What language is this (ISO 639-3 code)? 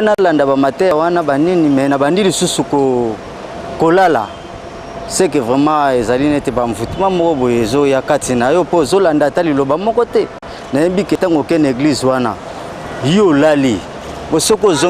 lin